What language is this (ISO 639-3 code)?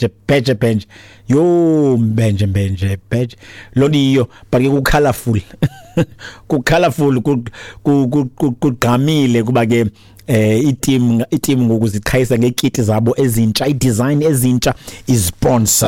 xho